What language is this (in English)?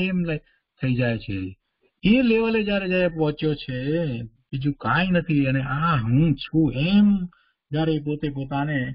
Gujarati